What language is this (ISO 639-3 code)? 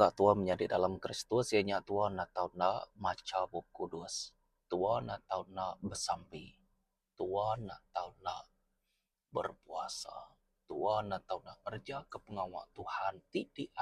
iba